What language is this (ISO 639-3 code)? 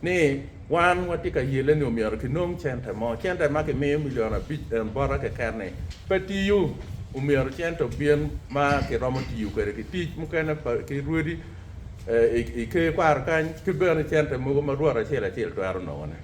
ach